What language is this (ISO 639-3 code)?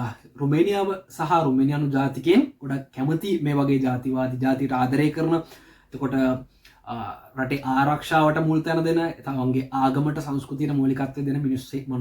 sin